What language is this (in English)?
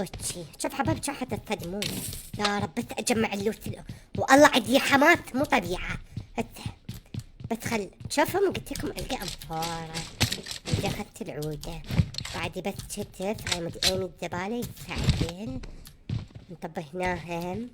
Mesopotamian Arabic